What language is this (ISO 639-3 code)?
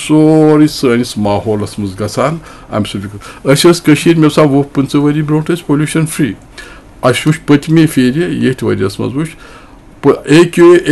kas